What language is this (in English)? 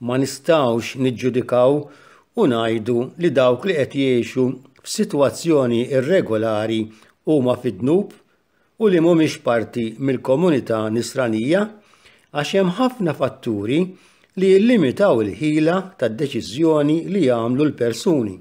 Maltese